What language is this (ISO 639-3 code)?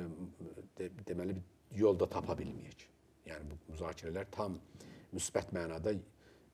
aze